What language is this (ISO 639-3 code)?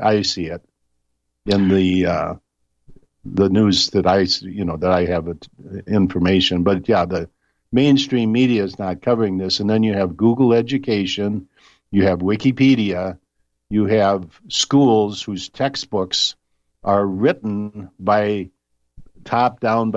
eng